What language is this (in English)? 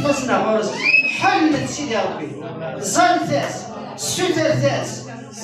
Kabyle